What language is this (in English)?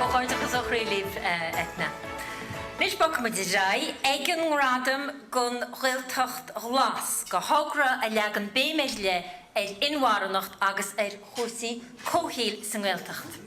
Irish